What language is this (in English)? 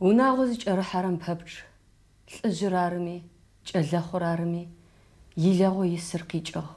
Adyghe